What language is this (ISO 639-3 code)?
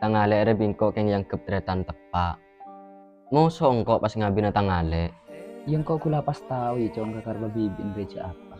mad